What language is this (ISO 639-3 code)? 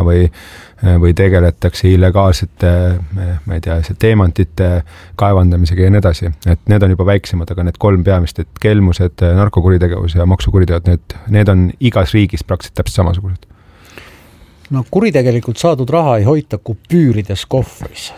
est